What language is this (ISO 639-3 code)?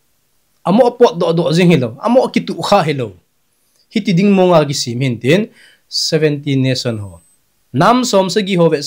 tcz